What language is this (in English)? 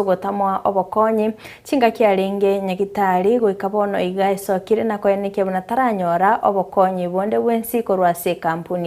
Gusii